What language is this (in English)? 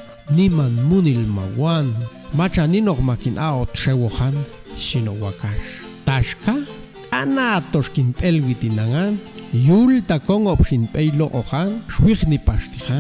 Popti'